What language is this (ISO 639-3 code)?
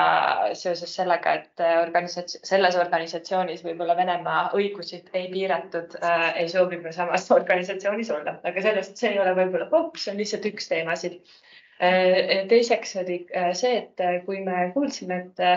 est